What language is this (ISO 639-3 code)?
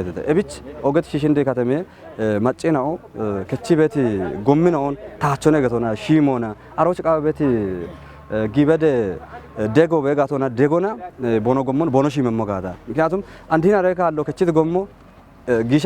kbr